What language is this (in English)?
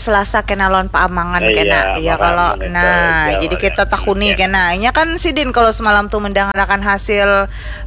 Banjar